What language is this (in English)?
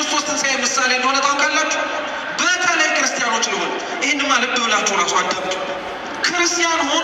Amharic